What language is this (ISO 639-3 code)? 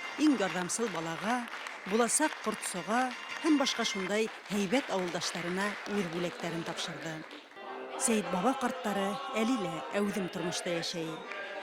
bak